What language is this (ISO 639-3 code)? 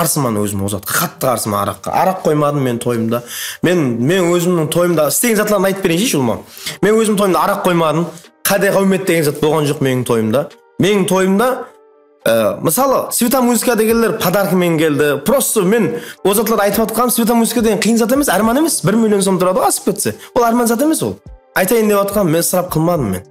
kaa